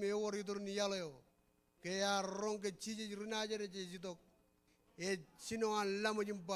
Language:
Marshallese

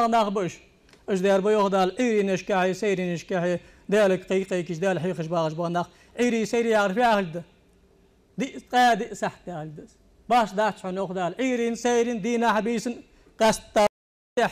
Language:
Ingush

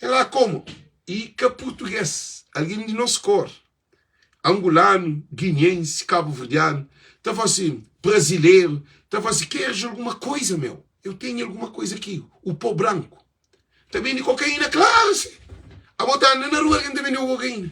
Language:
Kabuverdianu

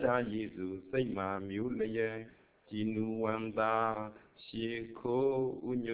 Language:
Burmese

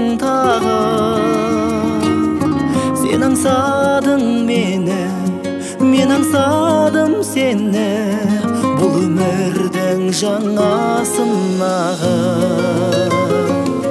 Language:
Kazakh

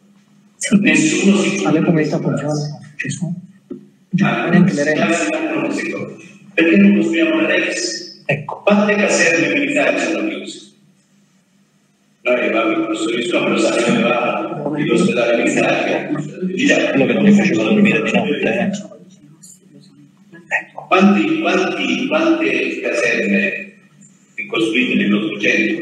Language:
Italian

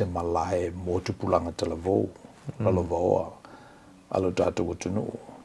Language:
Samoan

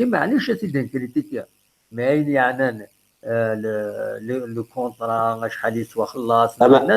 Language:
Kabyle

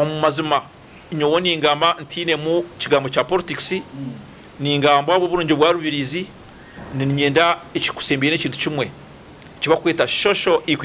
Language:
Nyankole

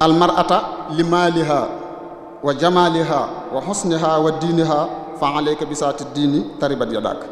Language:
Wolof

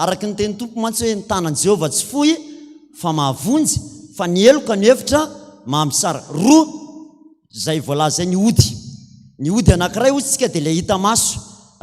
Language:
Malagasy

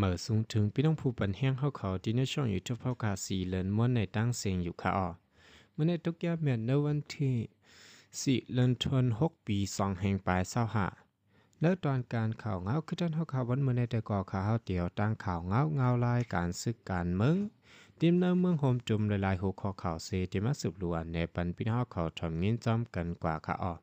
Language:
Shan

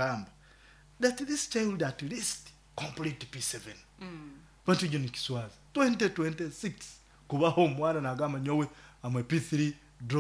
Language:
Nyoro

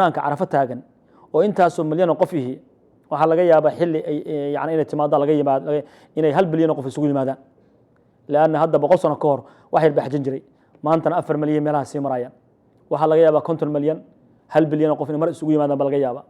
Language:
Somali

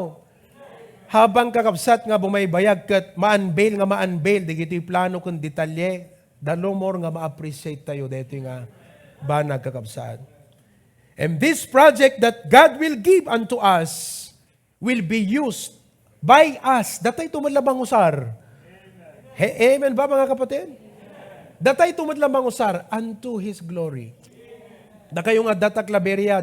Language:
Iloko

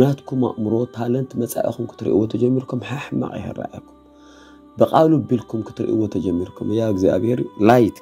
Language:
Tigrinya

